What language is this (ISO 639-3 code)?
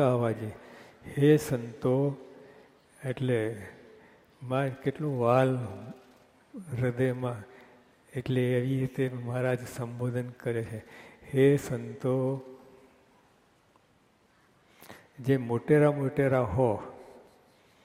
guj